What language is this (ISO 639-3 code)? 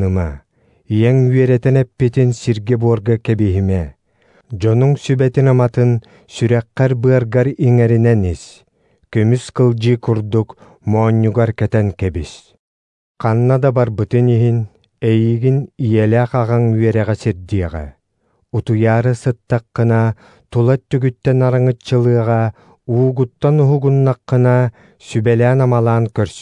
sah